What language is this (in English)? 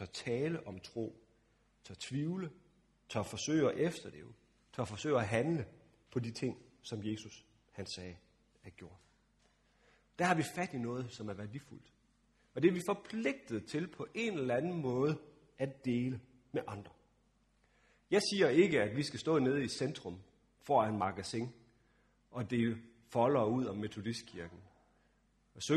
Danish